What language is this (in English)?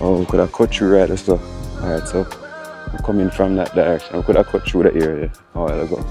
Jamaican Creole English